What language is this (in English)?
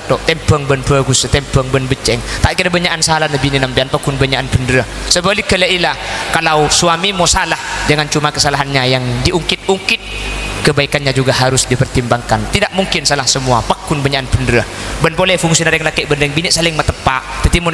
Madurese